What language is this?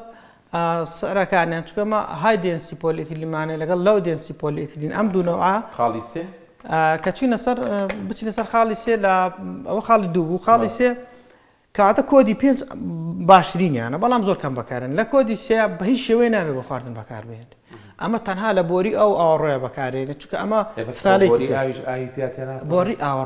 Central Kurdish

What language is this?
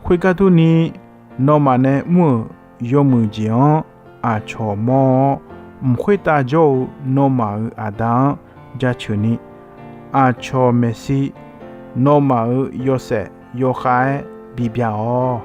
Akha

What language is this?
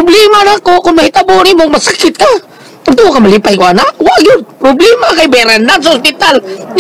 Cebuano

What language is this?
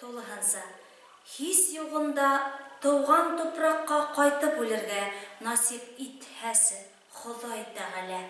Bashkir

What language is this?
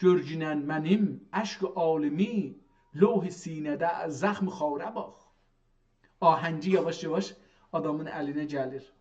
South Azerbaijani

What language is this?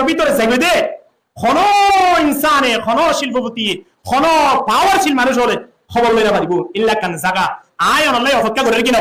Rohingya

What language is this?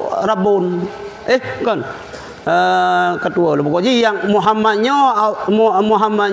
Achinese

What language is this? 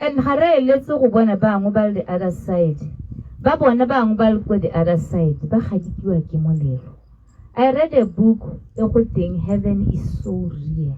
Tswana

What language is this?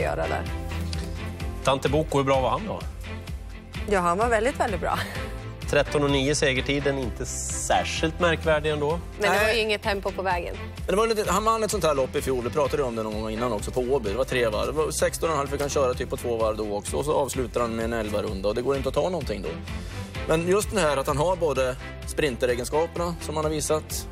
Swedish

